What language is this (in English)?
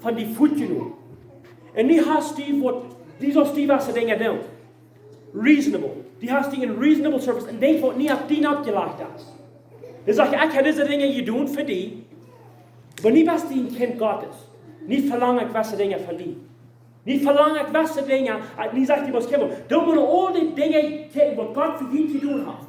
Plautdietsch